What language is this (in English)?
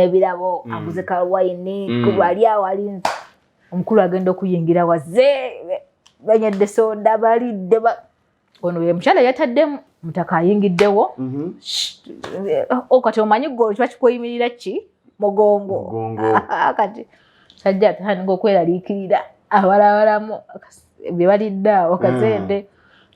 Ganda